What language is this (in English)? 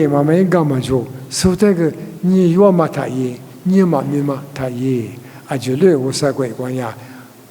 Lisu